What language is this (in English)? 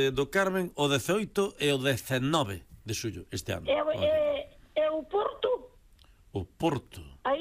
Galician